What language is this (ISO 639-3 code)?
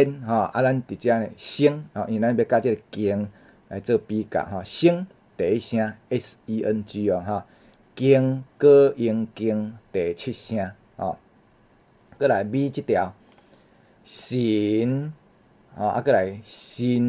nan